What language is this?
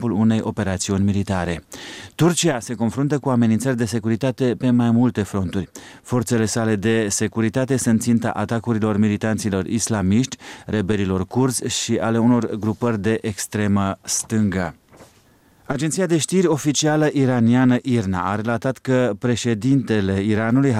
Romanian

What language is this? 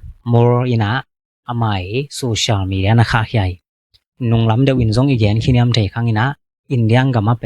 Tedim Chin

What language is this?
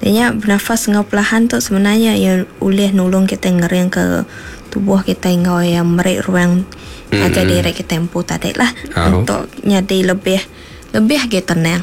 Iban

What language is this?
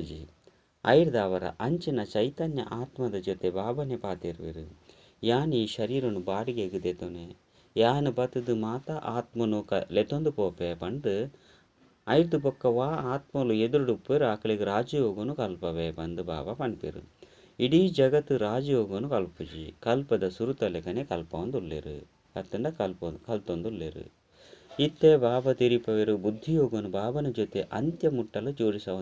Tulu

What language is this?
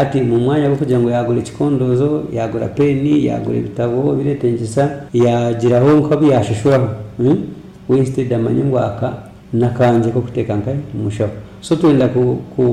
Nyoro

